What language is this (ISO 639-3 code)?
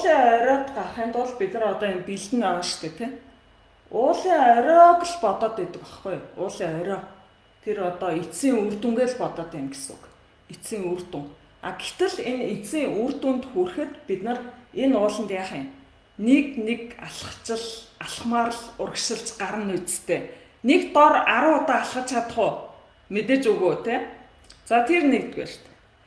mon